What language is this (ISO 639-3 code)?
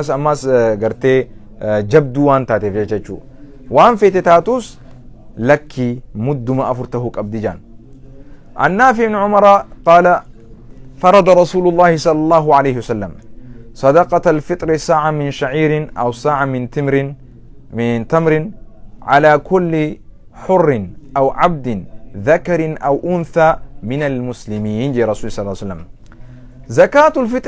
orm